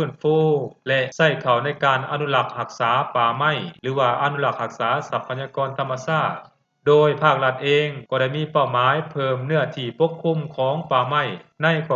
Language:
Lao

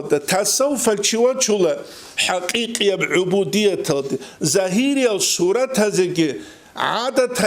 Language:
Avaric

